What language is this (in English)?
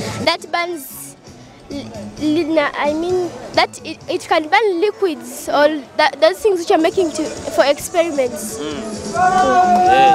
Nyoro